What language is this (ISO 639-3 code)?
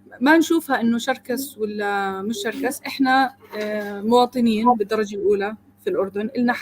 apc